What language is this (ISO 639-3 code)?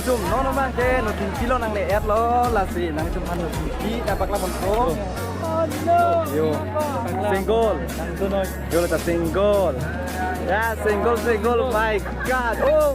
mjw